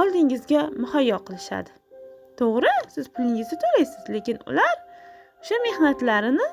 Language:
Uzbek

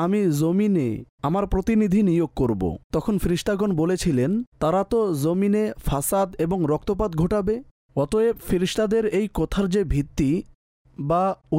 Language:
Bangla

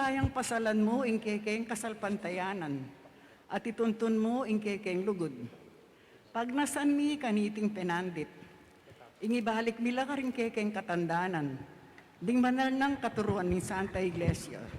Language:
Pampanga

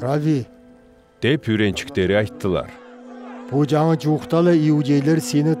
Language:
Southern Altai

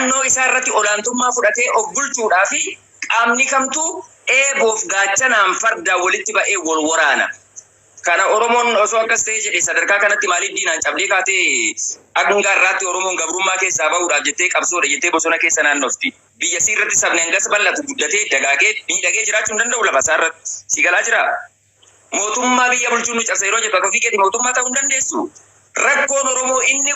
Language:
Oromo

